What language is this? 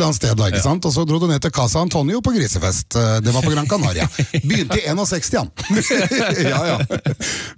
Norwegian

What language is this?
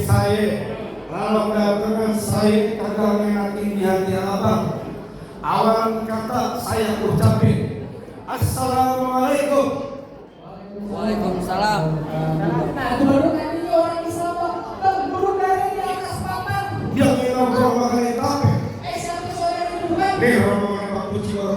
Betawi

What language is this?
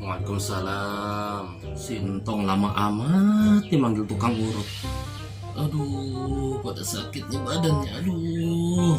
Betawi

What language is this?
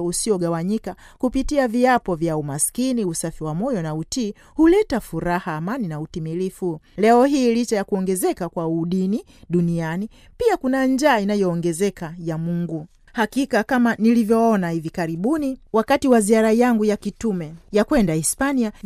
Swahili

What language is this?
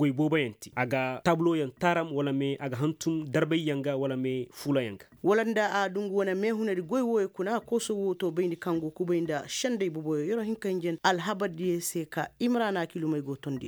Koyraboro Senni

